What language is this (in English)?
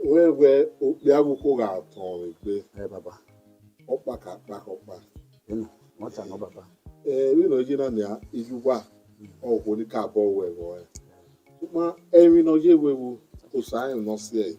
Bini